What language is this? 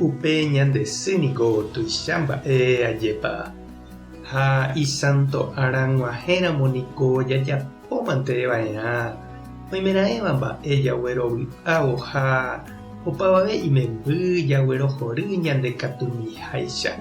Guarani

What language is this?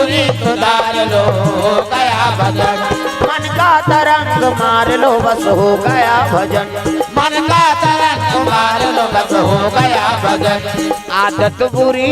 Chhattisgarhi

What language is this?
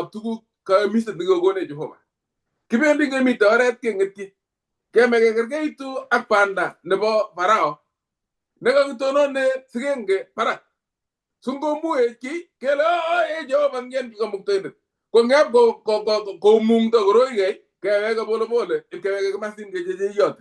Kalenjin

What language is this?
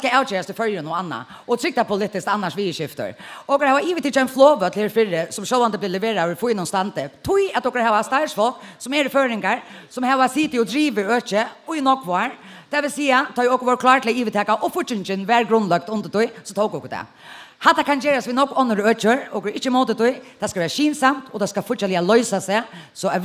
Faroese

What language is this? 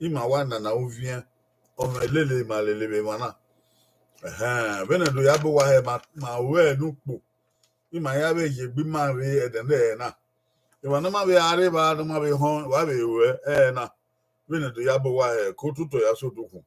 Bini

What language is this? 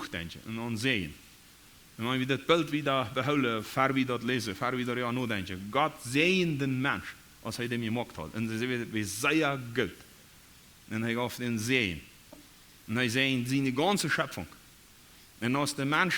Plautdietsch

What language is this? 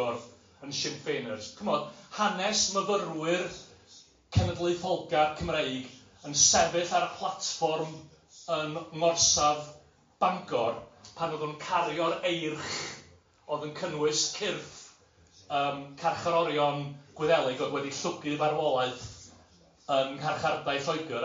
Welsh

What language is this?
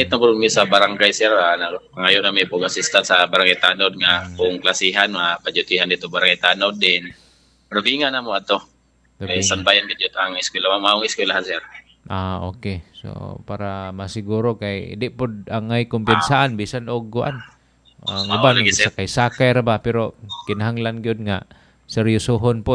Cebuano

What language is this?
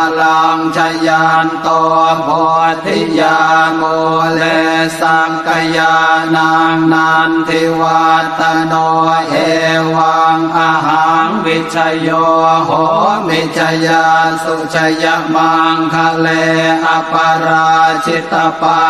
Pali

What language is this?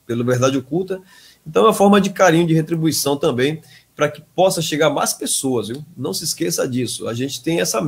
Portuguese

